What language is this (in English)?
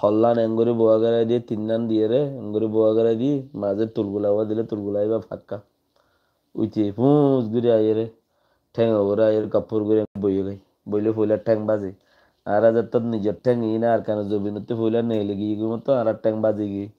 Rohingya